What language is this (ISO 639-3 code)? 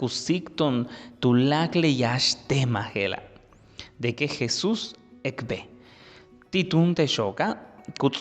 yua